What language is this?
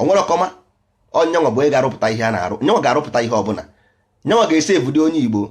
Igbo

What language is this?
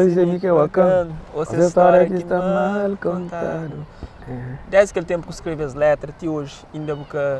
Kabuverdianu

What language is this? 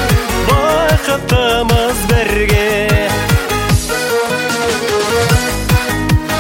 Kazakh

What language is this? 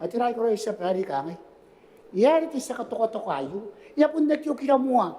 Gilbertese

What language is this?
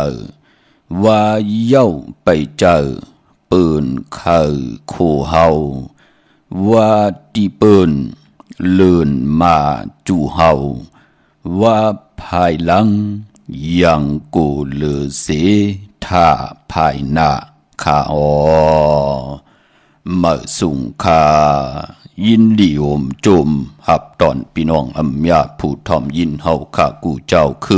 Shan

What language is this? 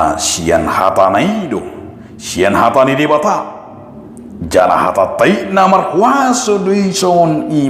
Batak Toba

